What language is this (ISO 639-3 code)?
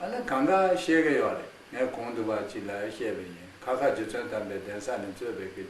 khg